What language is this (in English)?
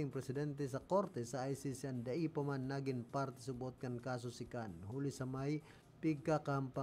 Bikol